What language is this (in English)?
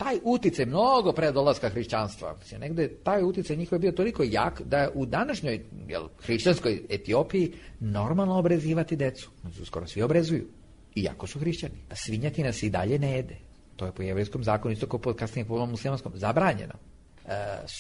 Serbian